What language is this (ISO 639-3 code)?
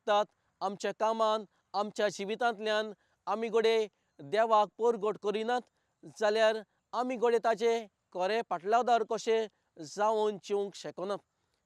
kok